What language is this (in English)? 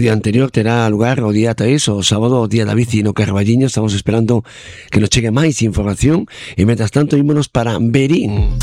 Galician